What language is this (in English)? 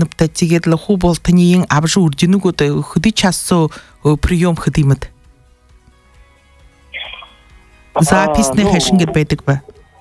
Buriat